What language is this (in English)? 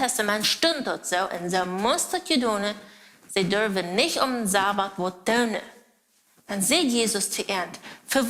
Plautdietsch